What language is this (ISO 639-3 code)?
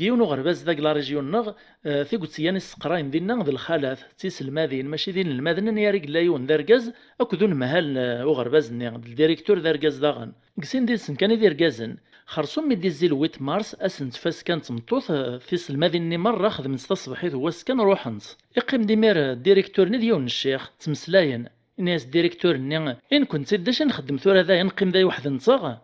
kab